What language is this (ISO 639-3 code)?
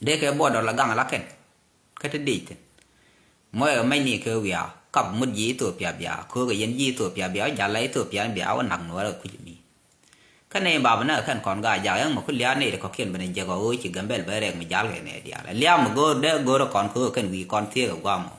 nus